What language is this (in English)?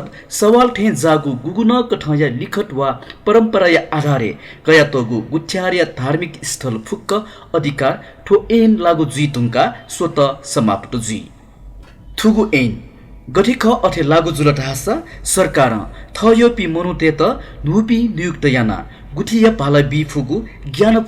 Newari